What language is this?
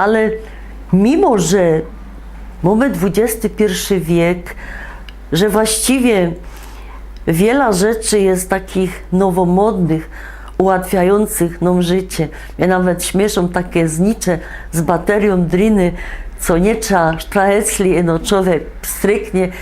Silesian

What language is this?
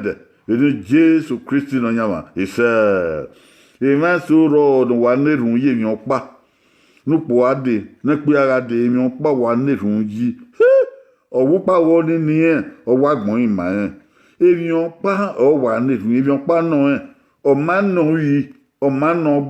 Bini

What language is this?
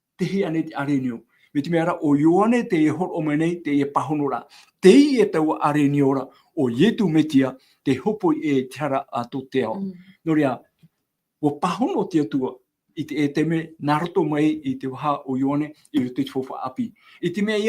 Tahitian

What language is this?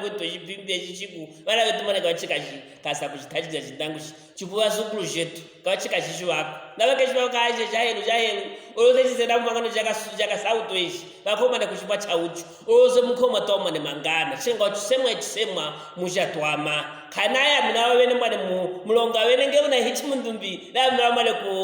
Luvale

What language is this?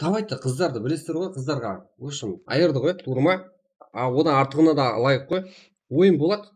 Kara-Kalpak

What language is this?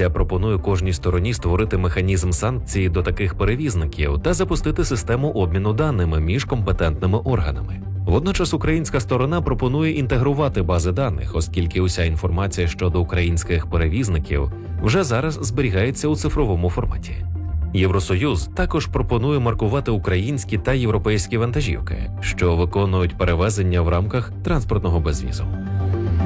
Ukrainian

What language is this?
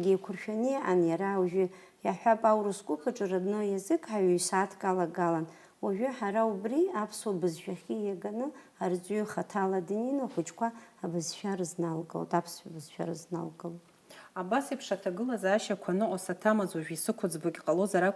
Abkhazian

